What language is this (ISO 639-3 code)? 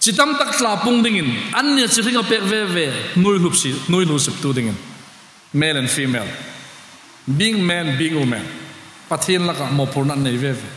hmr